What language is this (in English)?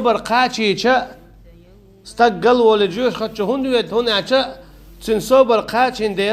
Chechen